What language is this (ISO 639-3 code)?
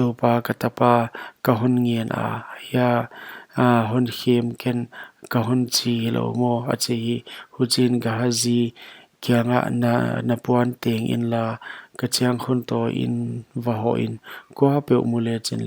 pck